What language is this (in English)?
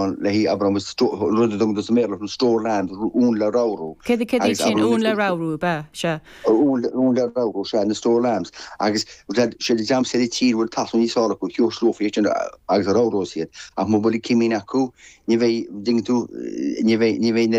Irish